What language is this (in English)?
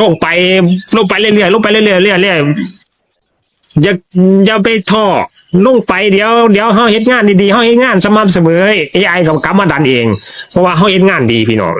Northeastern Thai